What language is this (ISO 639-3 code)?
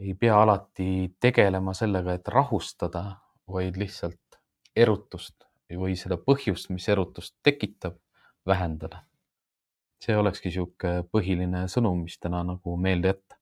est